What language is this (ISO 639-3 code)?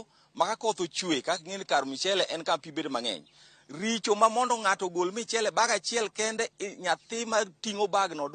luo